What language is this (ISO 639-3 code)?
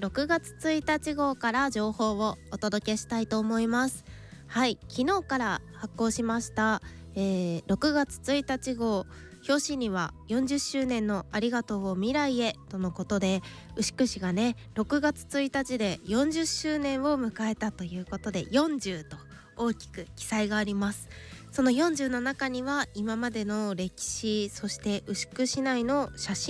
jpn